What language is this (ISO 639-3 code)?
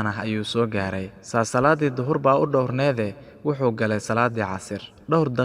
som